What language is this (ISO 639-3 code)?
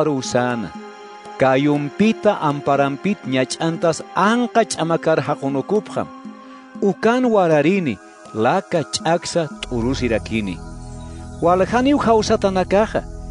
aym